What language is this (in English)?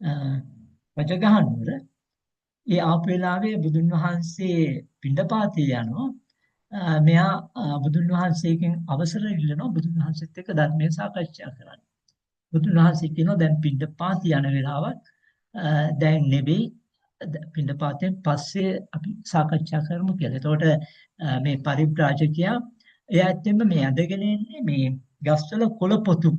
Sinhala